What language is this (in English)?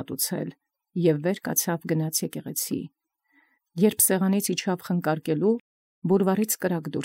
Armenian